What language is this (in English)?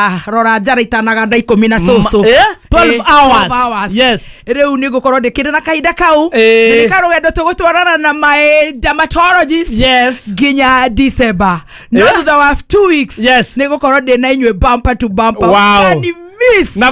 Kikuyu